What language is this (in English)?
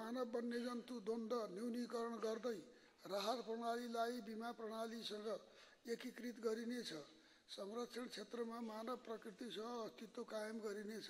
Nepali